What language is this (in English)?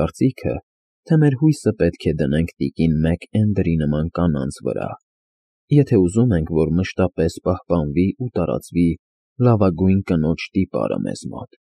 Armenian